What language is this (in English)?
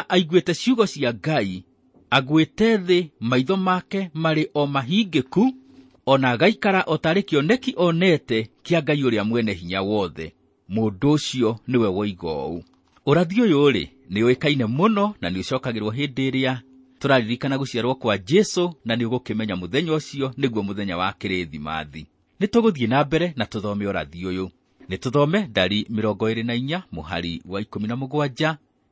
Kikuyu